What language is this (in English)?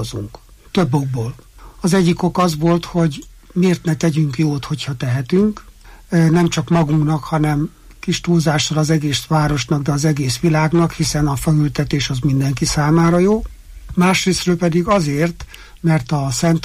Hungarian